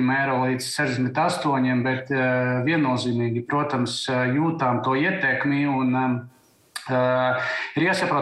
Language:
Latvian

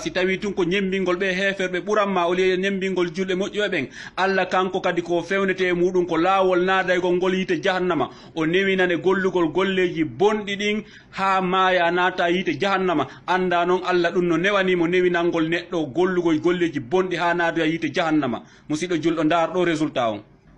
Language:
Fula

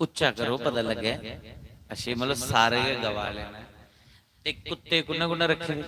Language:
Dogri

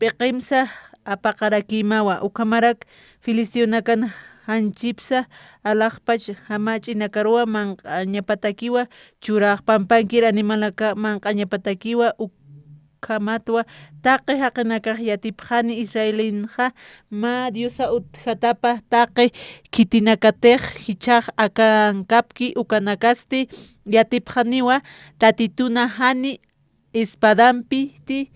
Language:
Aymara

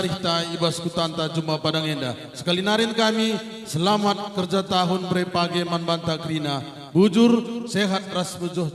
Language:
Batak Karo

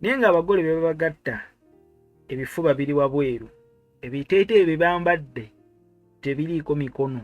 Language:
Ganda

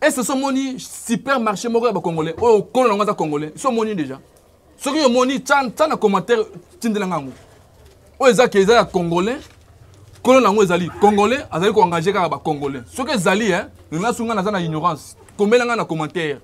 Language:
Lingala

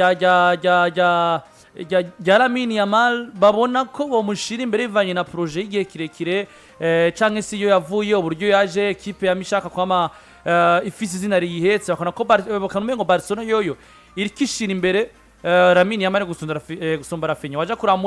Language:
Rundi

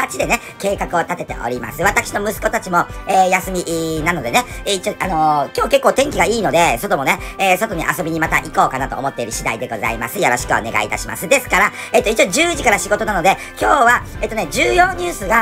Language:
Japanese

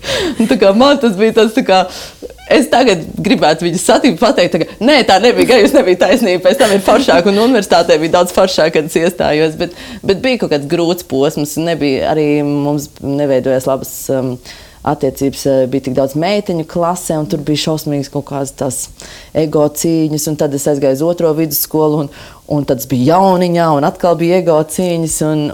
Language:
Latvian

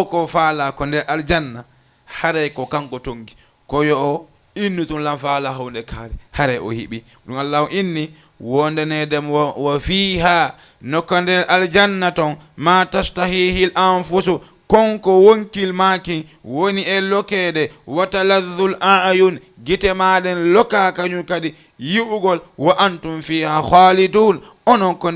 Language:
Fula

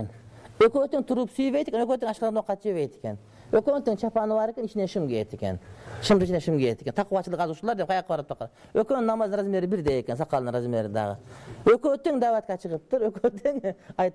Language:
Kyrgyz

